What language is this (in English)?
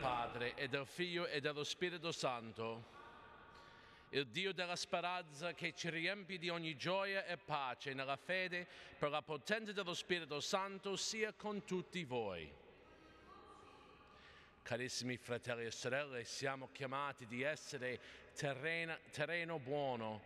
Italian